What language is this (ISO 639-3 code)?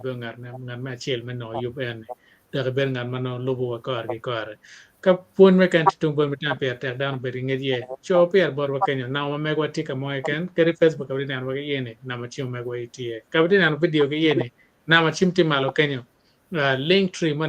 ach